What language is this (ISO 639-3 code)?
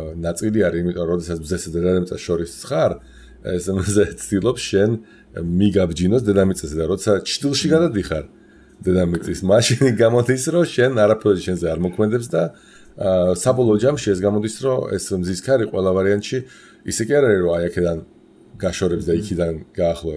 kat